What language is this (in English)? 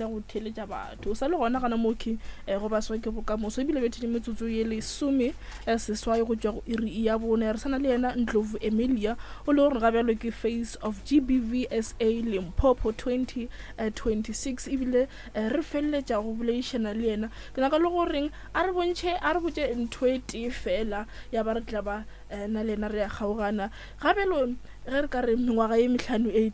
Northern Sotho